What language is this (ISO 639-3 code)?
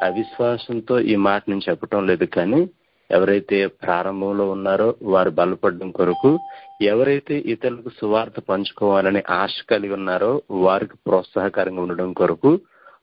tel